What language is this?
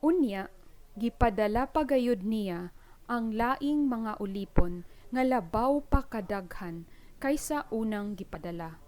Cebuano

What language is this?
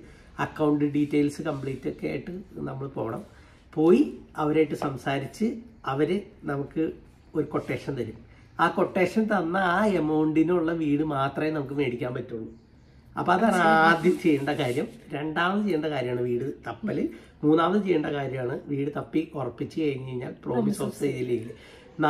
Malayalam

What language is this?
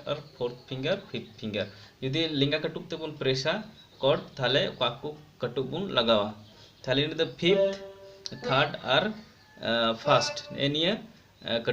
Santali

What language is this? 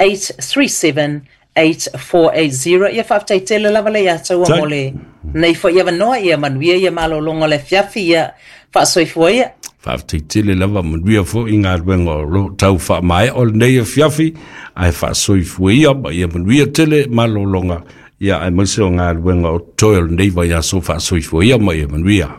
Samoan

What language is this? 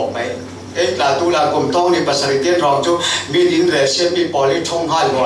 Falam Chin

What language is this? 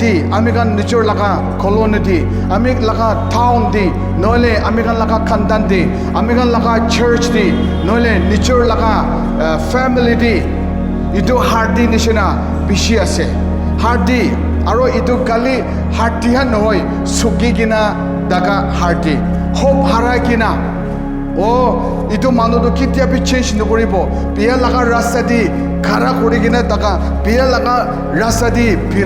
Naga Pidgin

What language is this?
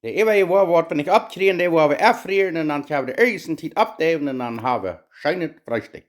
Plautdietsch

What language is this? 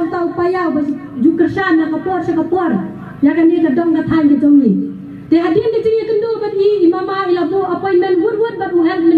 Khasi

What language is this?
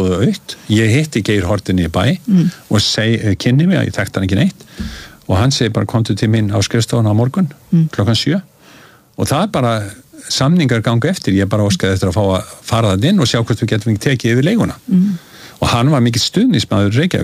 Icelandic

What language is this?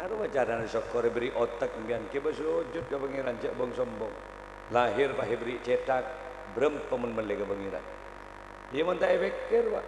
Madurese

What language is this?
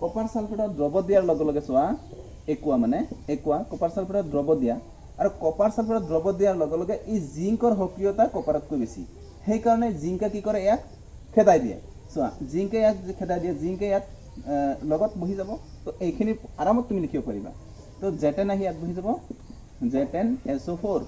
Assamese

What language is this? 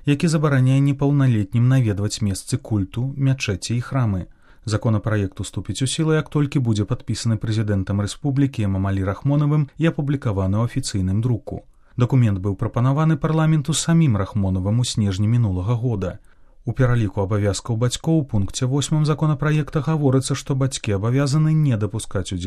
Belarusian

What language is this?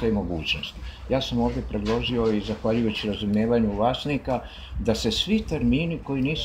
Croatian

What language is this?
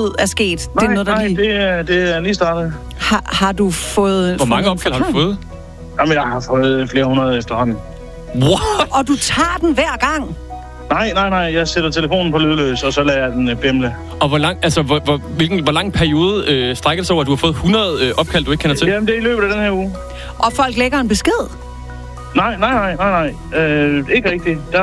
Danish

